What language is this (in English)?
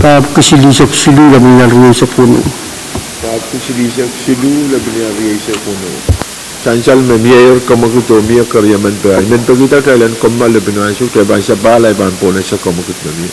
Pohnpeian